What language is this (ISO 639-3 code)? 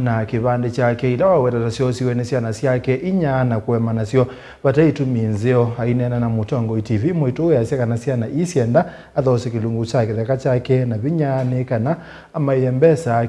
kam